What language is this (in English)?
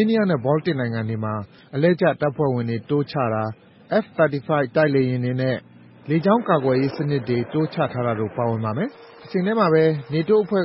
Burmese